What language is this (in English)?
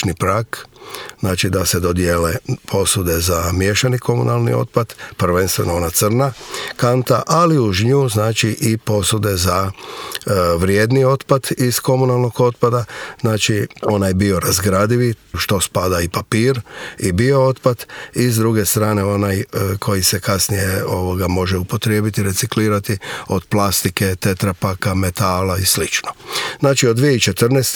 Croatian